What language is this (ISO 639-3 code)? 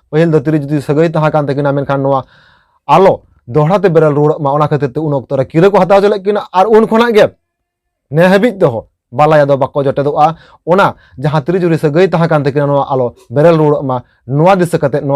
sat